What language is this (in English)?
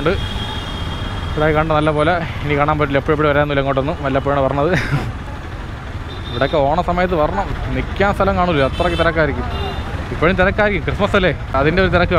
Malayalam